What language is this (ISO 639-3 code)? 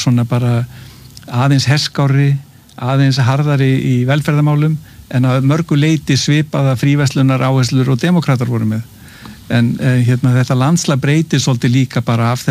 isl